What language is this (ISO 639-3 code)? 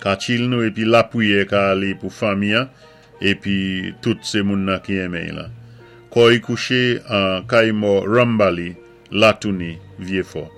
acf